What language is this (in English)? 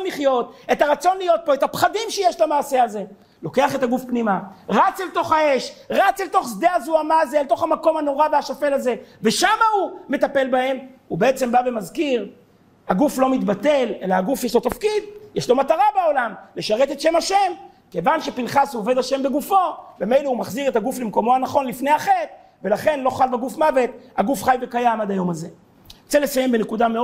Hebrew